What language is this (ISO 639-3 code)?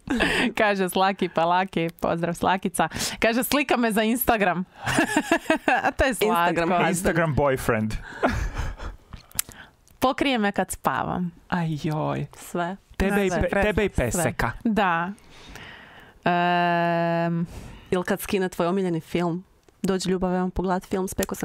hrv